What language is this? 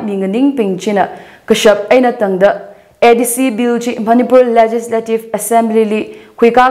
Tangkhul Naga (India)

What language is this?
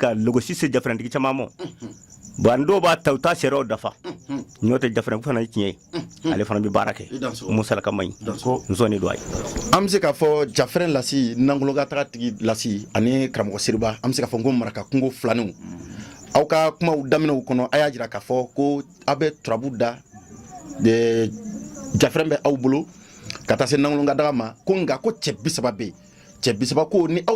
Bambara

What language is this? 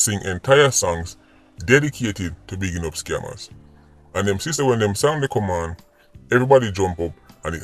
Jamaican Creole English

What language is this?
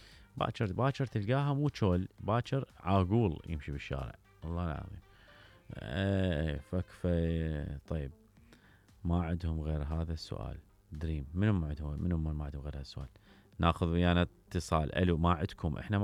Mesopotamian Arabic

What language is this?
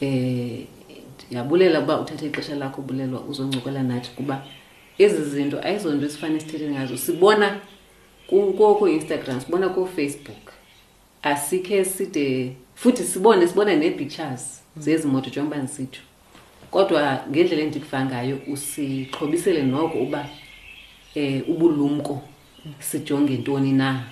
Xhosa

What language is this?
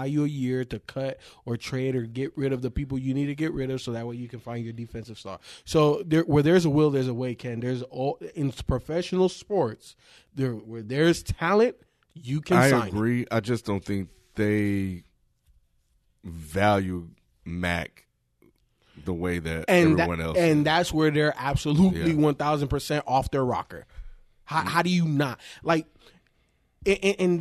English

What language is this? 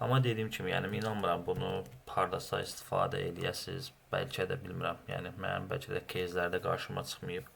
Azerbaijani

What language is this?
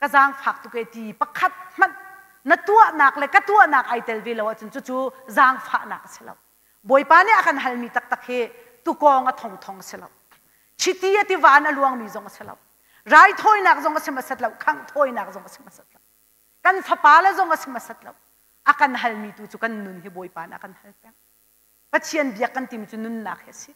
Hakha Chin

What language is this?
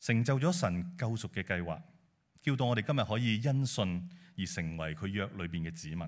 Cantonese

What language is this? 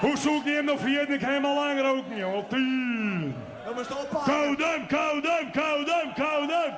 Western Frisian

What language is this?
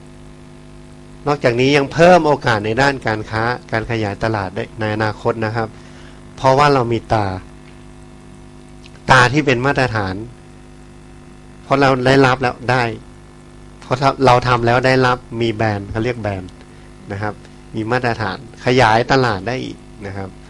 Thai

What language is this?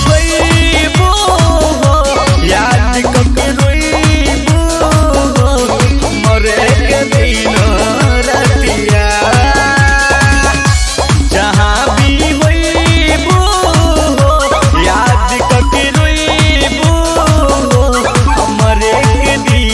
Bhojpuri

